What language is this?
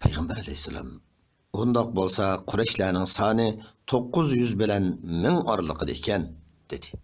Uyghur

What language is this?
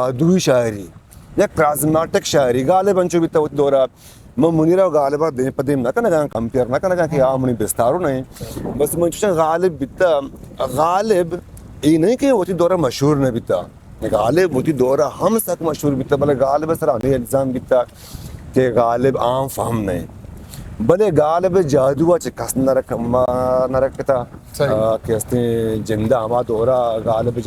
Eastern Balochi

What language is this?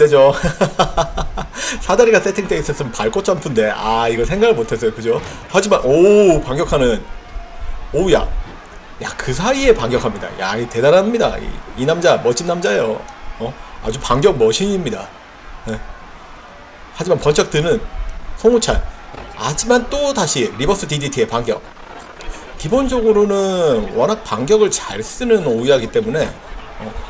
Korean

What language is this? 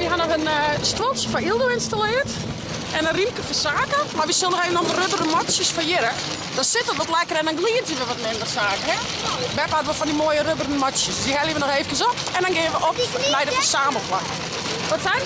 Western Frisian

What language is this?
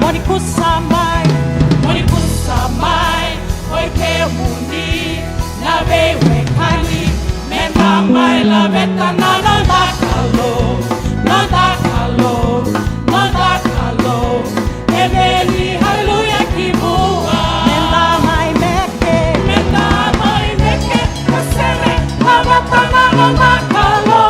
Fijian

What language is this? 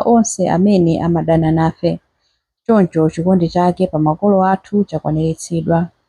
Nyanja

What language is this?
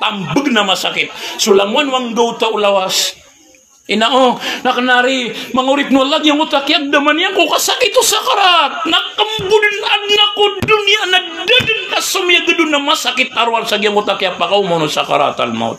Maranao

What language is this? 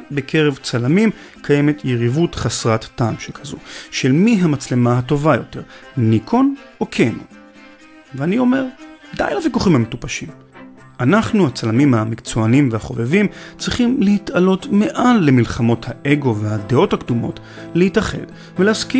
Hebrew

